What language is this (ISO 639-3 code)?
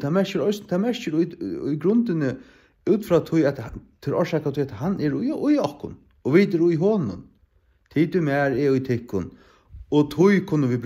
fao